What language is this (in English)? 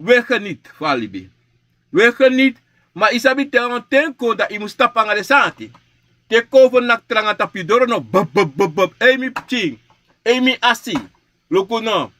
Sranan Tongo